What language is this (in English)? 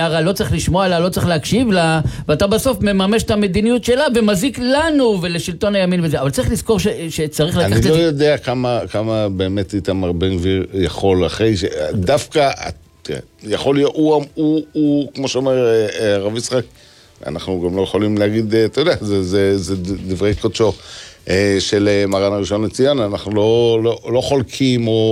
Hebrew